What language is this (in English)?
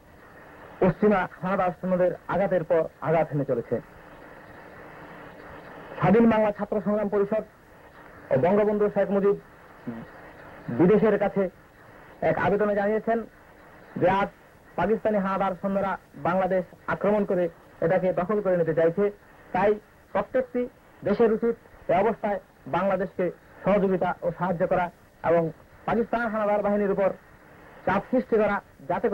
Bangla